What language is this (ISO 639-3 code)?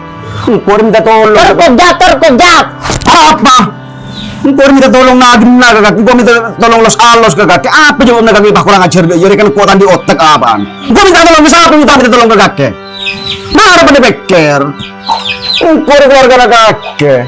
mad